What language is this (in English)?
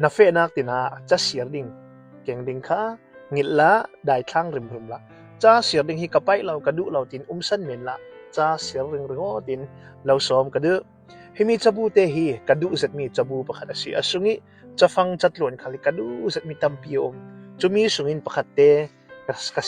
Hakha Chin